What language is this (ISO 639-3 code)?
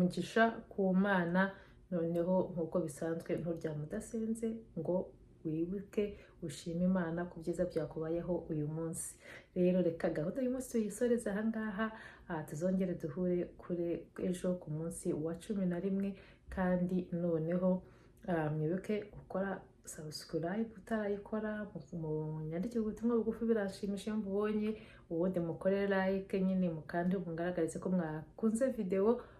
kin